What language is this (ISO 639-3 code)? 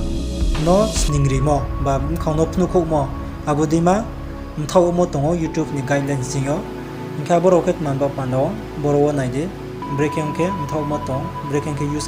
ria